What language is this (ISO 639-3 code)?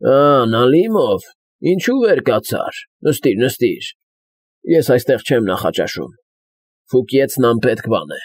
hye